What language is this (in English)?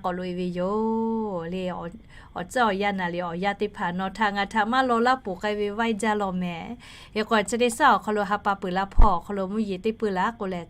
Lahu